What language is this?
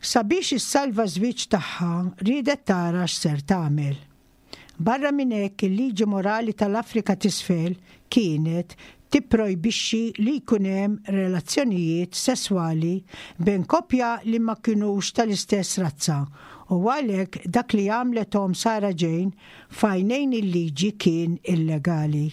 Maltese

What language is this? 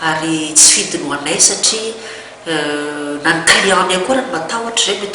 Malagasy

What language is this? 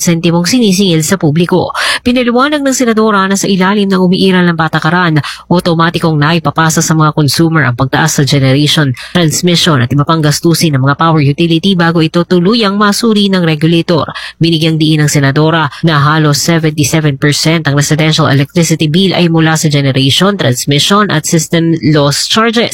Filipino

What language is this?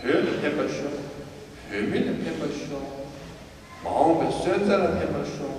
Tibetan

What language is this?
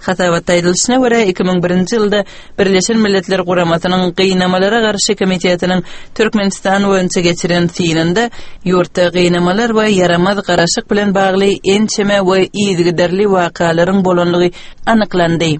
Turkmen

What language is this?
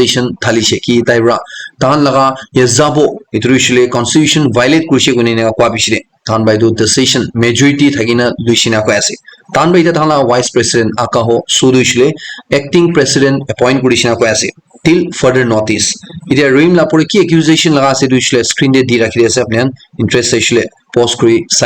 Naga Pidgin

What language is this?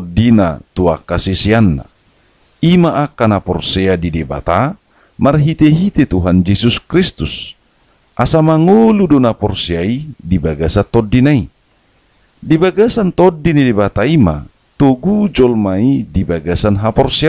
Batak Toba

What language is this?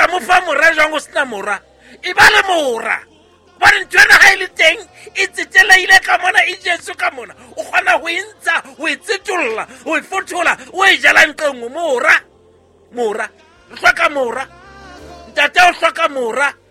Southern Sotho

